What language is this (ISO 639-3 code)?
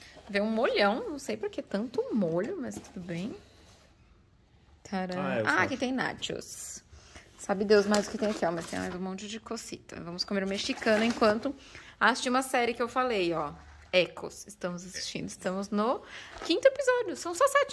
por